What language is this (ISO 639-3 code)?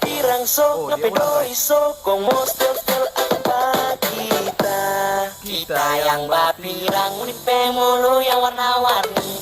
xmm